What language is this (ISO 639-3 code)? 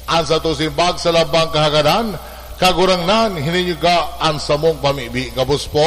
bik